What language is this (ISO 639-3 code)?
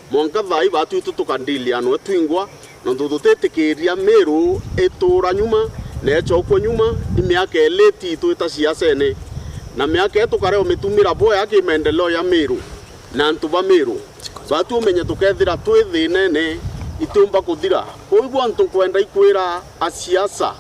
mer